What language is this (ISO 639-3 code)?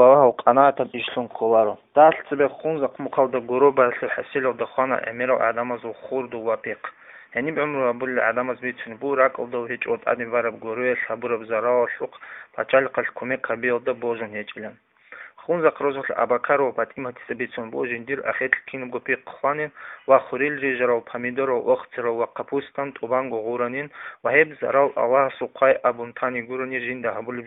ava